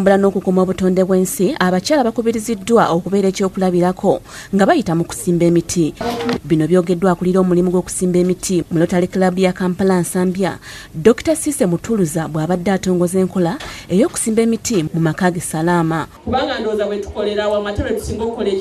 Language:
Ganda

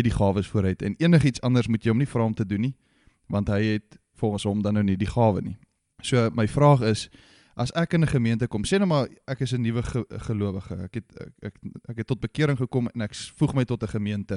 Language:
Afrikaans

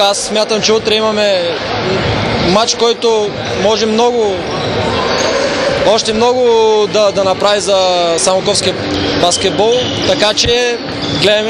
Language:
Bulgarian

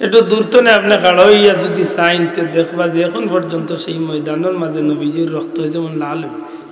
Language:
Sylheti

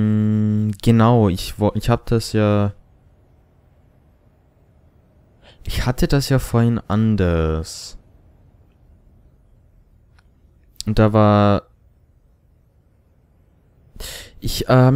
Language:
German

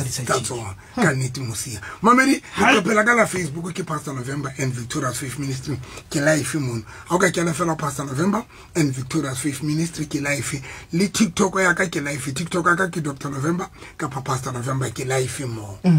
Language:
Southern Sotho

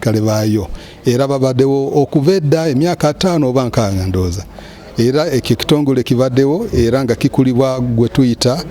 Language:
Nyankole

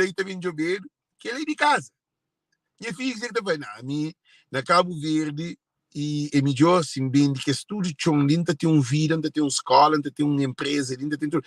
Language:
Kabuverdianu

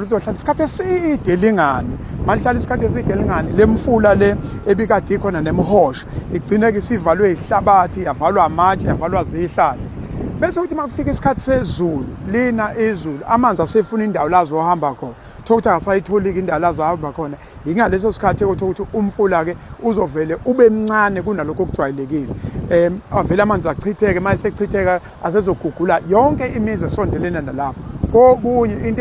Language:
Zulu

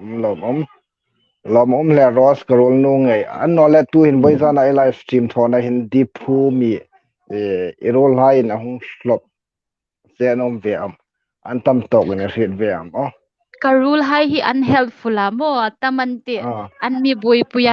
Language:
Hmar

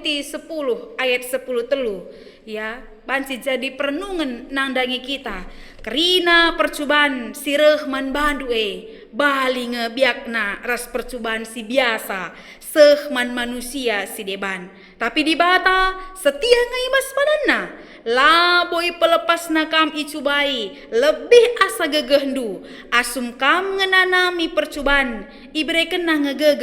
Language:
Batak Karo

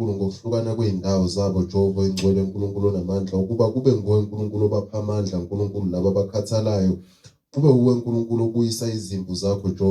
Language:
Zulu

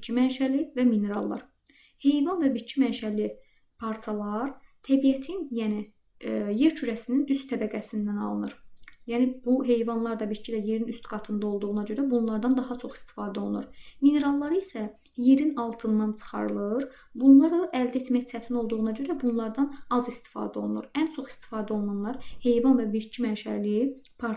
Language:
Azerbaijani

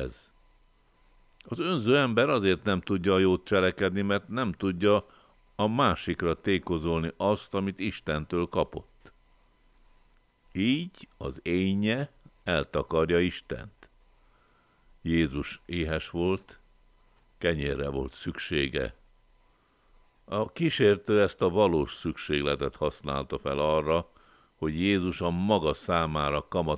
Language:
Hungarian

